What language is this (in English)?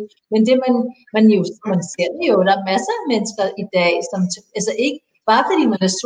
Danish